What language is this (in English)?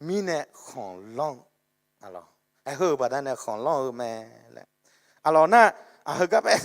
Akha